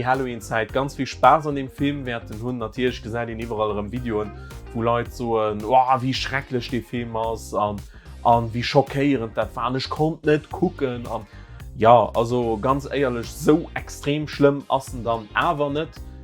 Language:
Luxembourgish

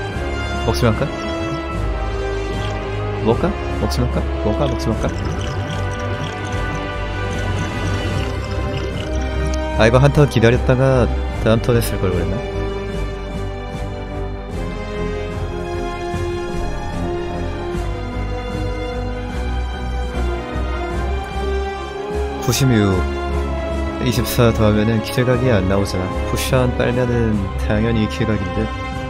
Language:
Korean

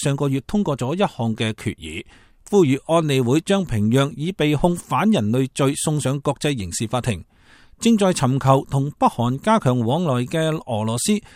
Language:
Cantonese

